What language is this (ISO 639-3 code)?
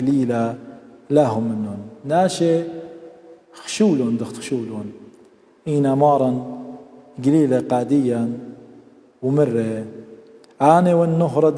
aii